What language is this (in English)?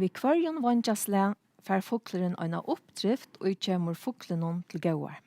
Faroese